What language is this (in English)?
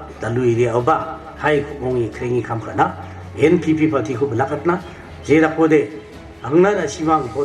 Garo